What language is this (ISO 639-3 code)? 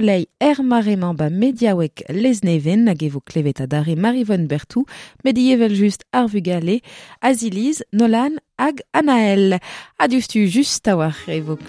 bre